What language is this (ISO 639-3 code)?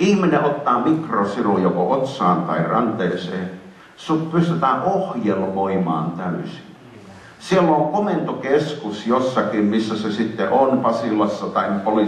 fin